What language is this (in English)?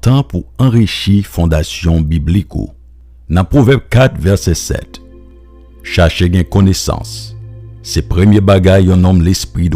Haitian Creole